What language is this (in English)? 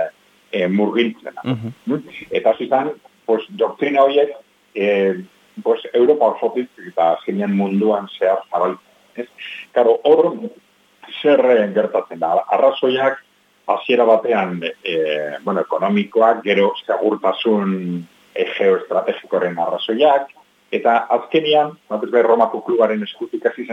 Basque